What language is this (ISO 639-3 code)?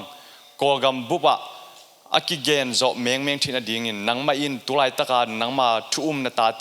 ctd